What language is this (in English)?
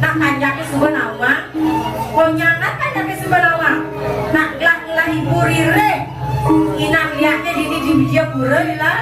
Balinese